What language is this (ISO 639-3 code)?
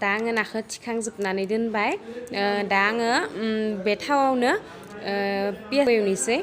brx